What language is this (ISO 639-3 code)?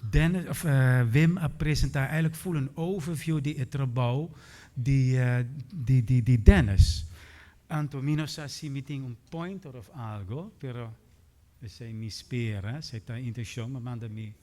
pap